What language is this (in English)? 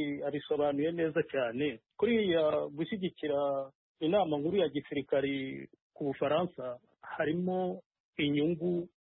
Kinyarwanda